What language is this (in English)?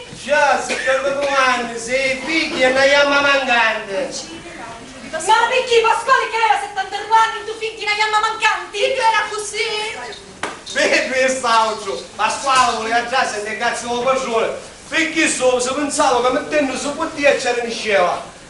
Sicilian